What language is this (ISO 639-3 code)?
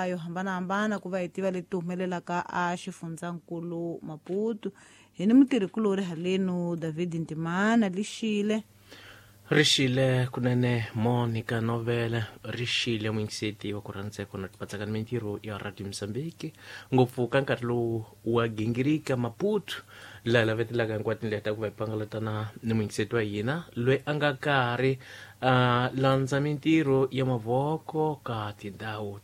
tso